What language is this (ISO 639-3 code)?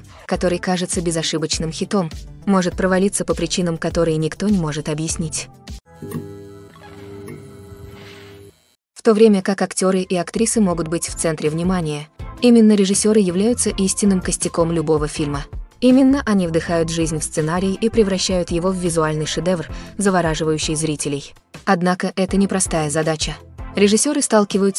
rus